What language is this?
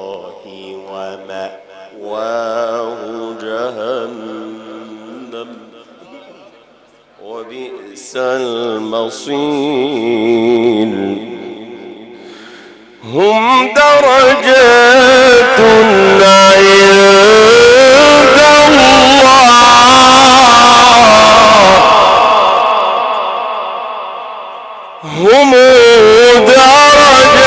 Arabic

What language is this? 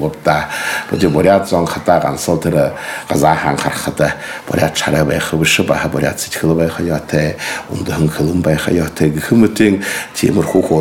Buriat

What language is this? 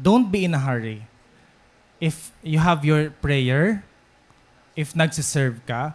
Waray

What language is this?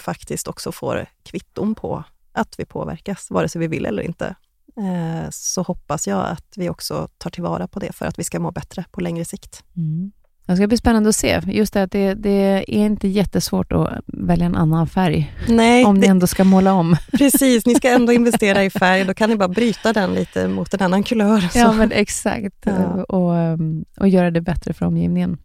Swedish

